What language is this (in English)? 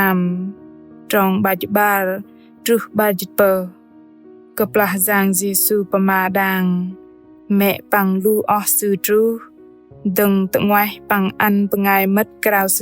Bahnar